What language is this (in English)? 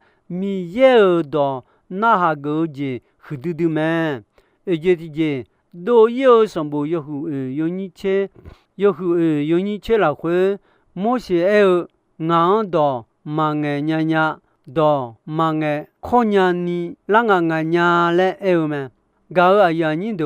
Akha